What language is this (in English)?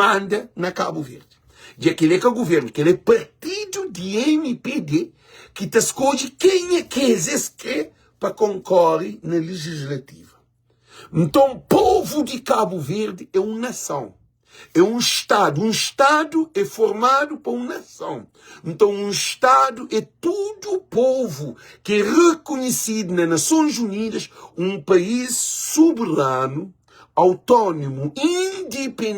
Kabuverdianu